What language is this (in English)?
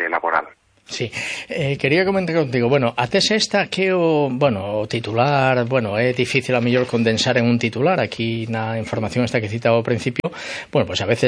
Galician